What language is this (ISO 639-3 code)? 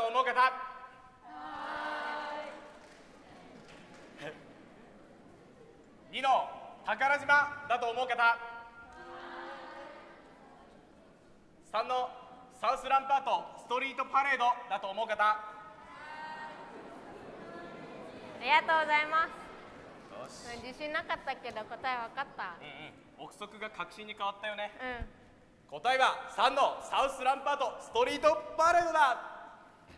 jpn